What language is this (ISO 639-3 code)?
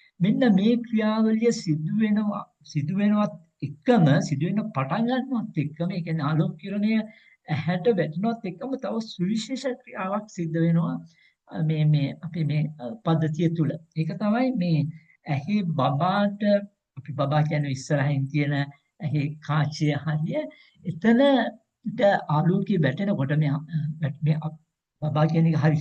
sin